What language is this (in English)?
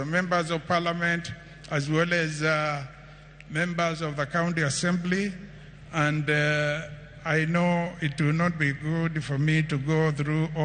Luo (Kenya and Tanzania)